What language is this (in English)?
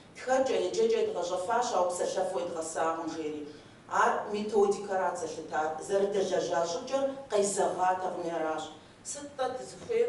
Kabardian